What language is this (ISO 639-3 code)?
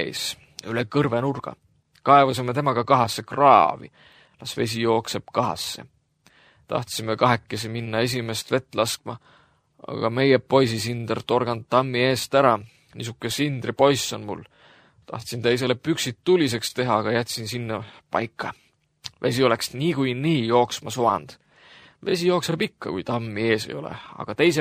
est